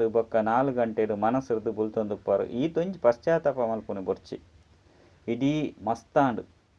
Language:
Tulu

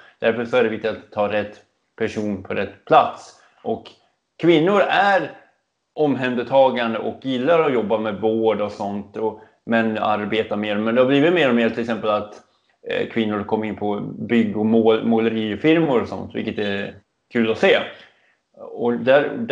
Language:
Swedish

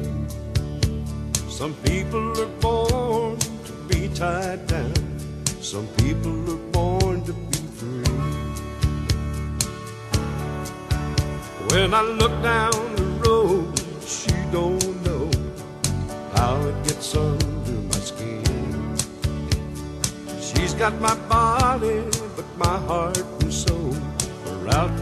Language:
English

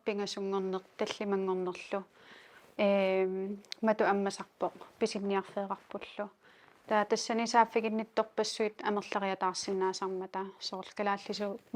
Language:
Kalaallisut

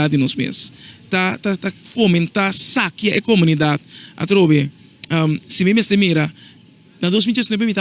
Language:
Papiamento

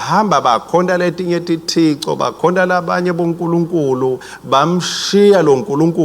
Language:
Swati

